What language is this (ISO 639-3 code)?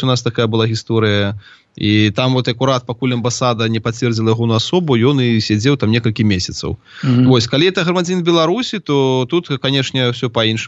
bel